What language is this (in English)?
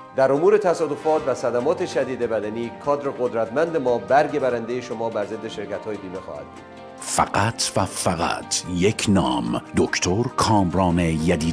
Persian